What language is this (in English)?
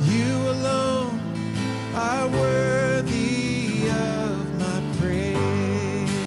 Ewe